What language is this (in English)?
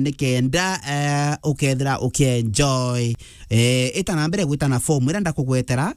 Meru